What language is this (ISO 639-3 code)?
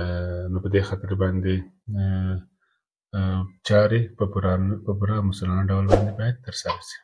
pus